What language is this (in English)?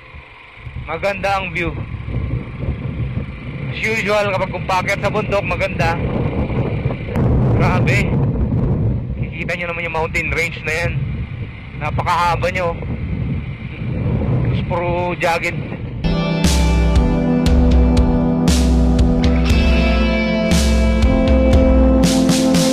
Filipino